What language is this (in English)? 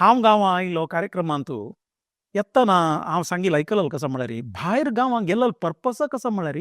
Konkani